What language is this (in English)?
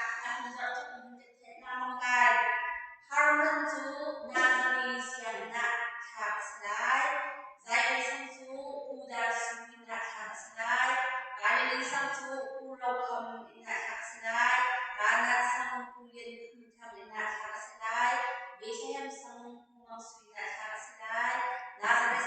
Hakha Chin